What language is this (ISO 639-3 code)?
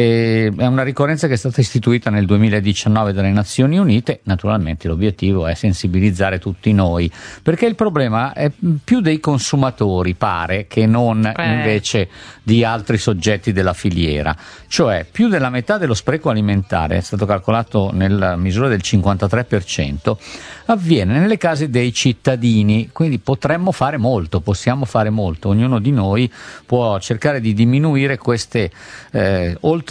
ita